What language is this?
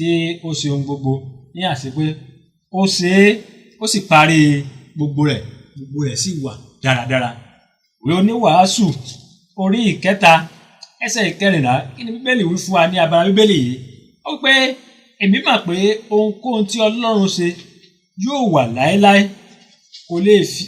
Yoruba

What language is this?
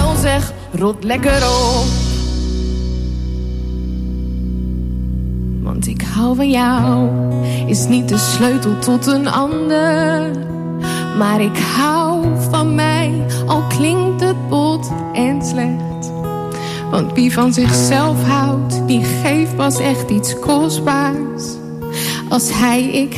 Dutch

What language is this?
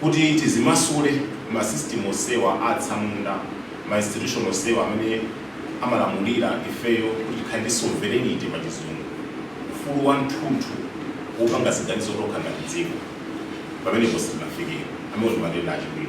Nyanja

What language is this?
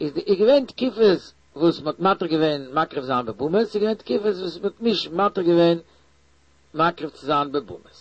Yiddish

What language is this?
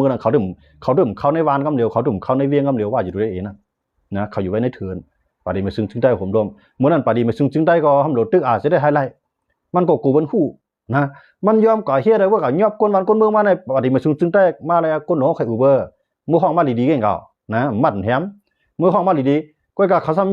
Shan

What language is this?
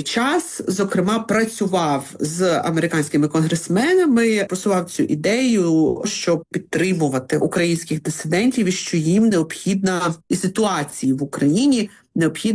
Ukrainian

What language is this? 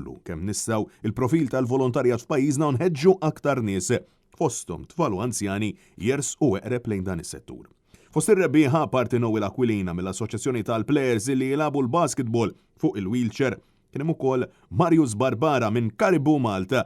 Maltese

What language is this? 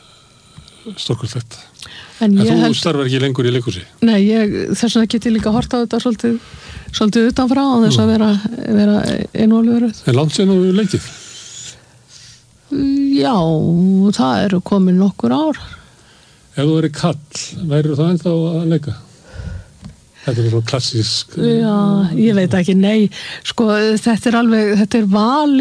Icelandic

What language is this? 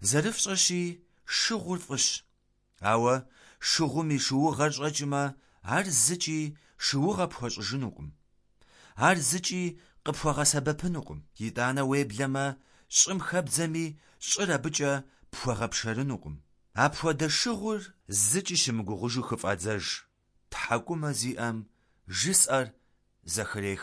Kabardian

